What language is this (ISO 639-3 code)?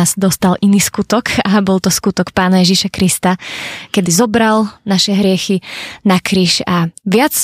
slk